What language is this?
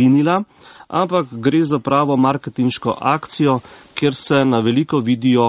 Slovenian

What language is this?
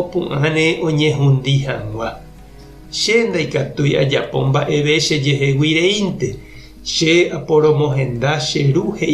Guarani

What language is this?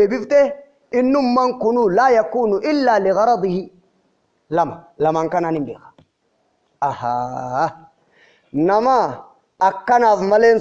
Oromo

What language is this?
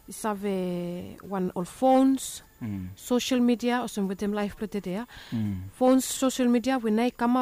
Bislama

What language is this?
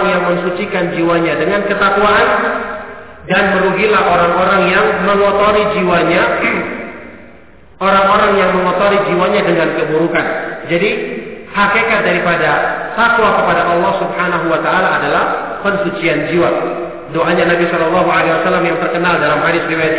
Indonesian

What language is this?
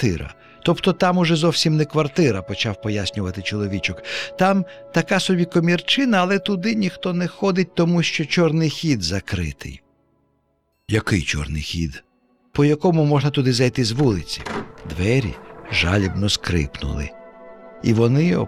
Ukrainian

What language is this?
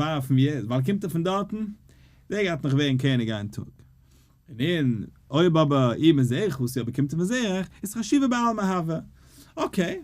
Yiddish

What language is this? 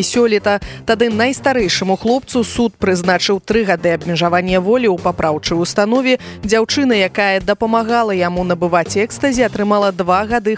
Belarusian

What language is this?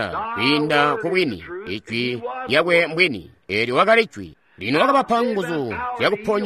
Tonga (Zambia)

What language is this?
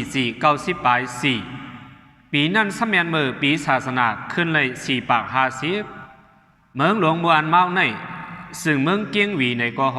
Shan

